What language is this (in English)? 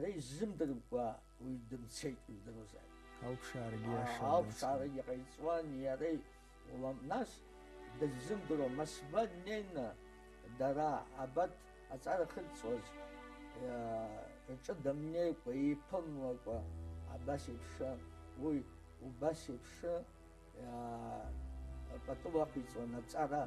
Abkhazian